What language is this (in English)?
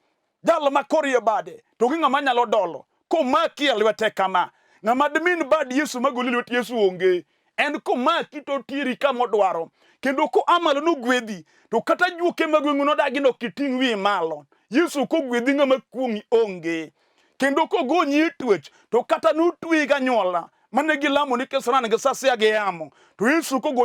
Luo (Kenya and Tanzania)